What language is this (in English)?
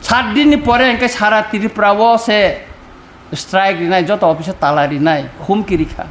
Kok Borok